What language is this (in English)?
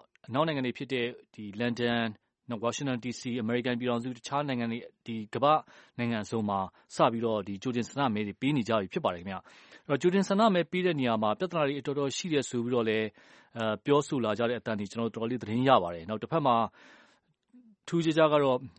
Burmese